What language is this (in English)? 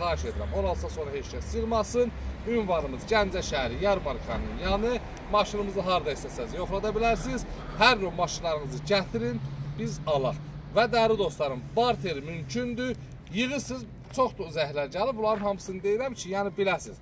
Azerbaijani